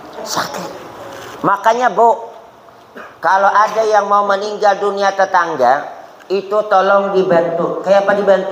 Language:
Banjar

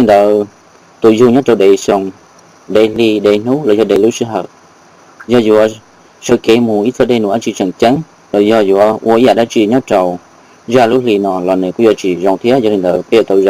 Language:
Hmong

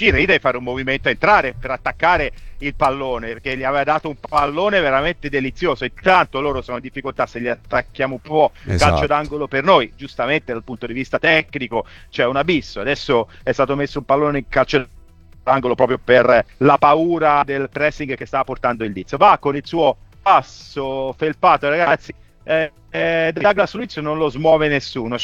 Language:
Italian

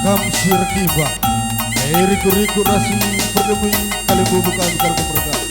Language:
Batak Karo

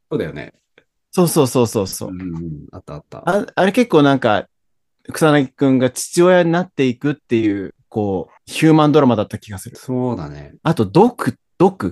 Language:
Japanese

